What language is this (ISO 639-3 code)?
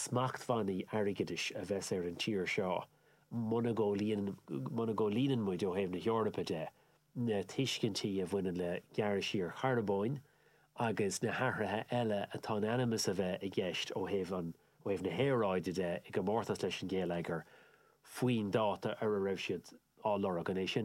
gle